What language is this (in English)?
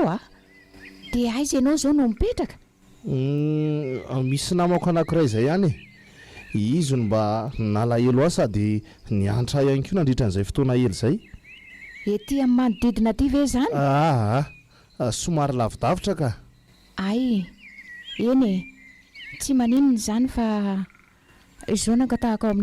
Malagasy